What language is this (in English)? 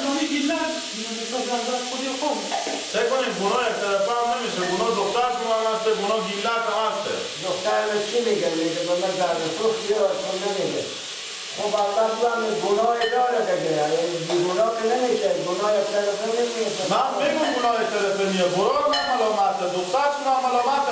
Persian